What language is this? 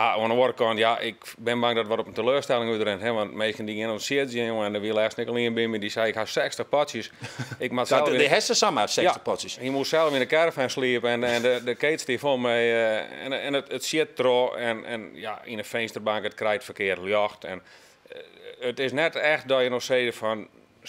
Western Frisian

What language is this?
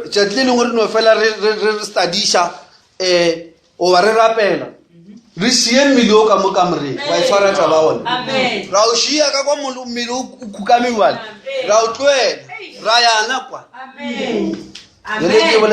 Northern Sotho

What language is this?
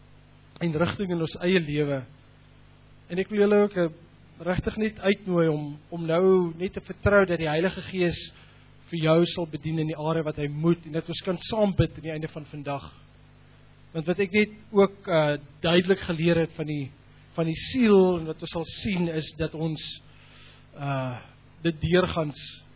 Afrikaans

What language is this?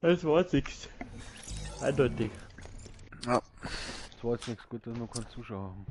Bavarian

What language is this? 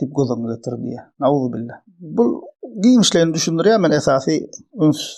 Turkmen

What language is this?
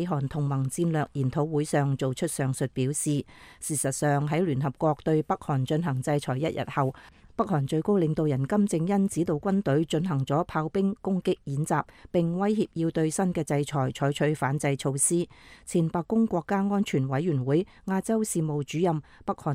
Cantonese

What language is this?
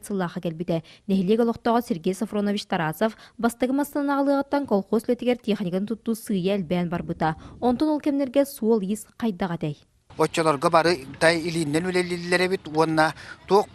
Yakut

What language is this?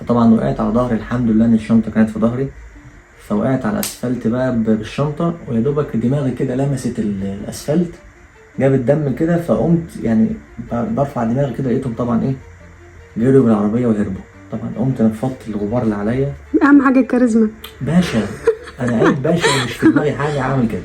Egyptian Arabic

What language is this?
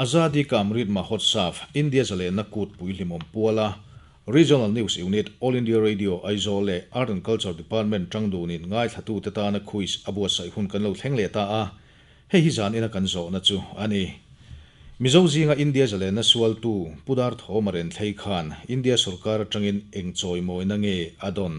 Mizo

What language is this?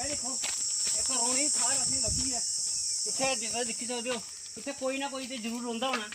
Dogri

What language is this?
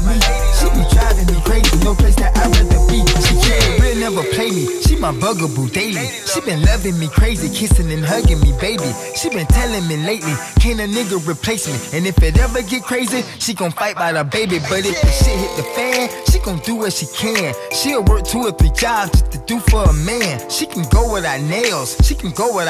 English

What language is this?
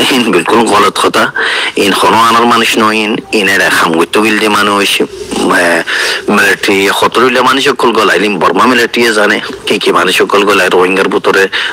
Rohingya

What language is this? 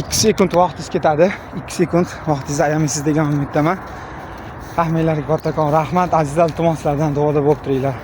Uzbek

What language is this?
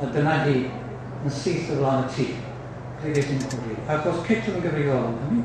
Welsh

